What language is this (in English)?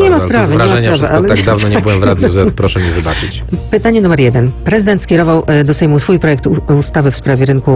Polish